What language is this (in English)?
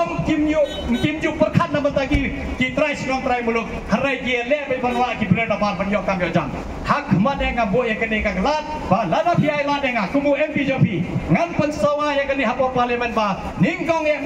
Khasi